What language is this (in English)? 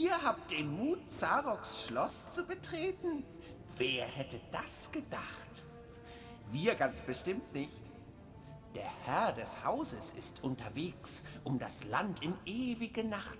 German